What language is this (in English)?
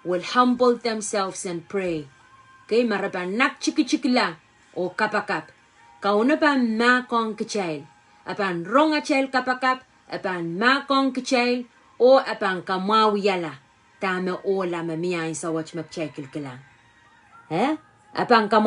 Pohnpeian